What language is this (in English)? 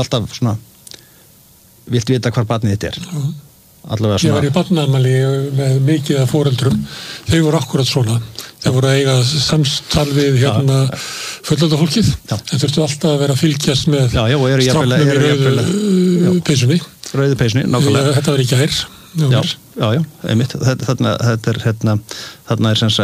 Icelandic